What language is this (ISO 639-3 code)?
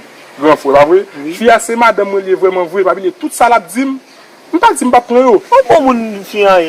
hat